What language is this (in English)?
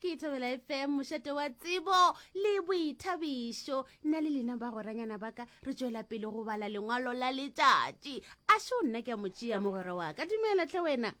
Northern Sotho